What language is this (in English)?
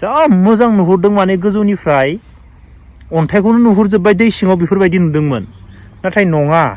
Bodo